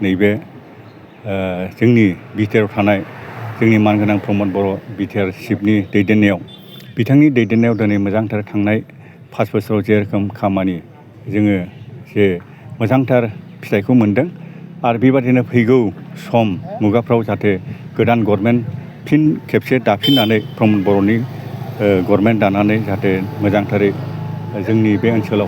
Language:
Bodo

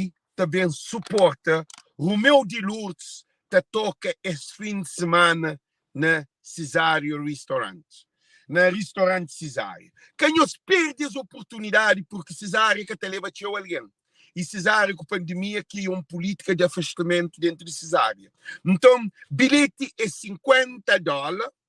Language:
Kabuverdianu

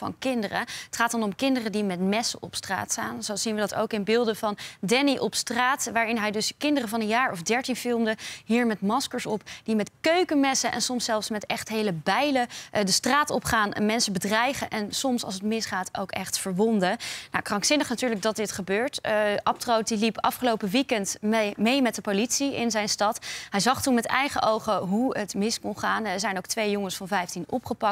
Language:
Dutch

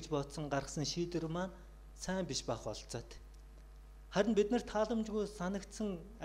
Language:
Mongolian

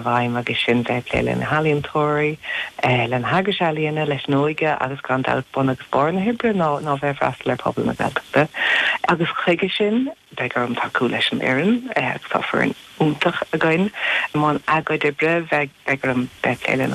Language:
Irish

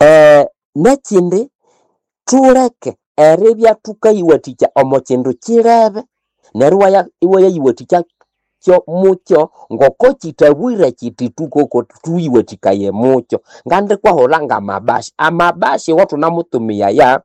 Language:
Nande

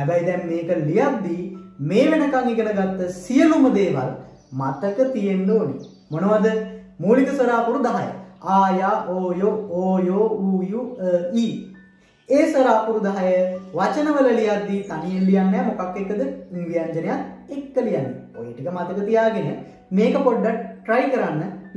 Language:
Sinhala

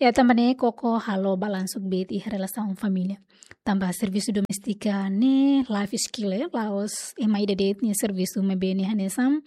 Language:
Tetum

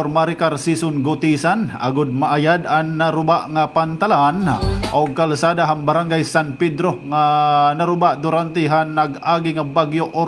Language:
Waray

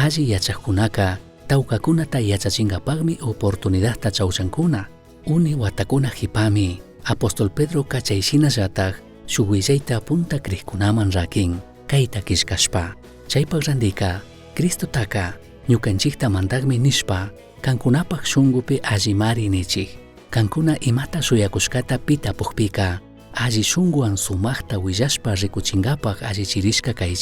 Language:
Chimborazo Highland Quichua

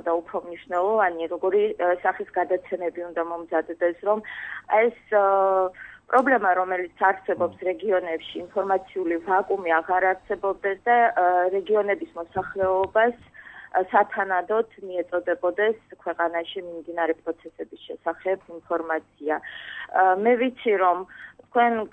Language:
Georgian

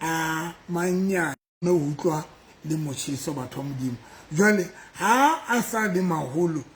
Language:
Southern Sotho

